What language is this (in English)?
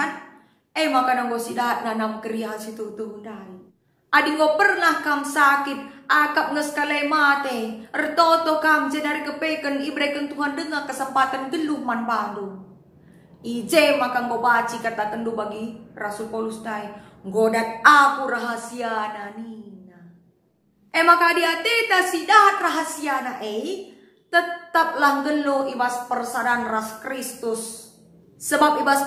Batak Karo